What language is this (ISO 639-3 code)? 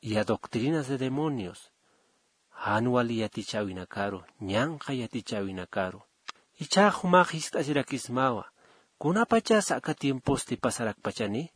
aym